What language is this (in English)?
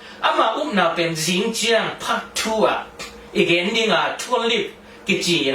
Tedim Chin